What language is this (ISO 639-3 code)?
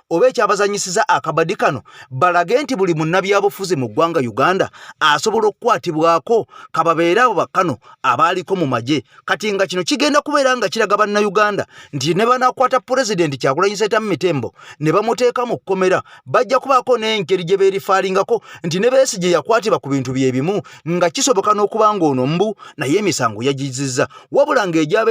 lug